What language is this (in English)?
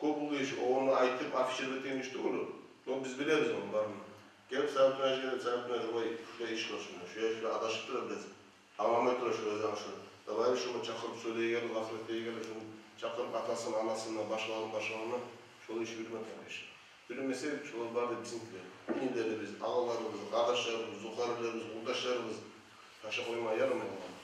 Kumyk